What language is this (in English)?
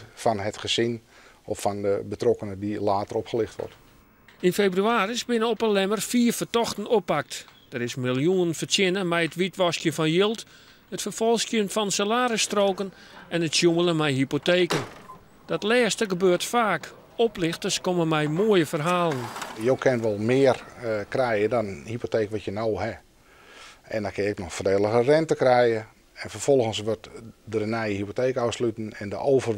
Western Frisian